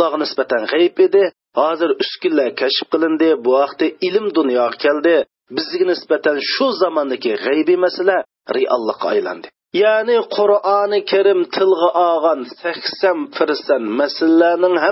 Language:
Uyghur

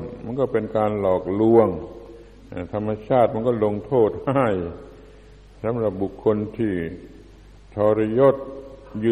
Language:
Thai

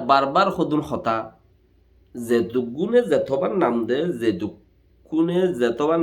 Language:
Rohingya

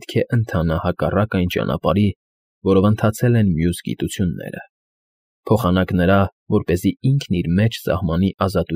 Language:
Armenian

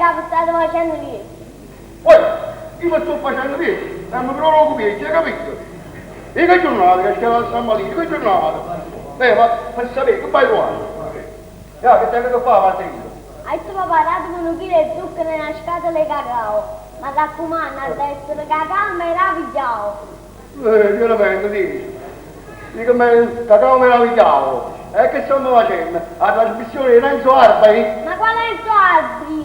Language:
Neapolitan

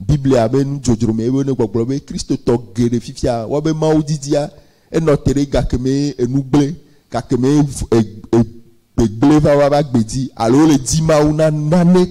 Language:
Ewe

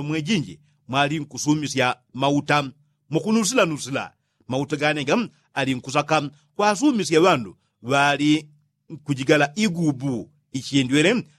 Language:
Yao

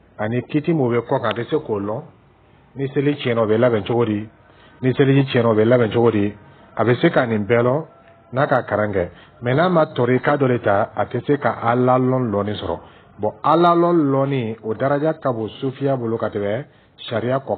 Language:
Dyula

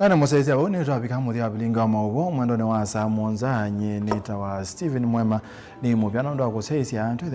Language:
Kamba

